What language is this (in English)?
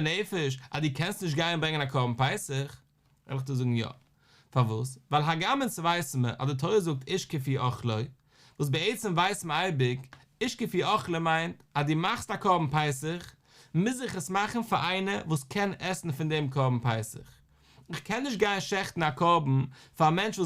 Yiddish